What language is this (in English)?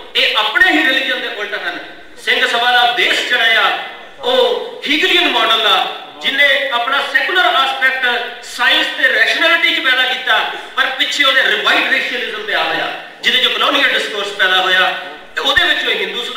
Punjabi